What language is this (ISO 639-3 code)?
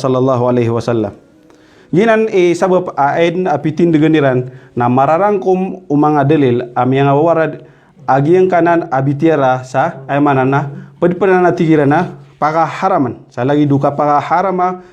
mrw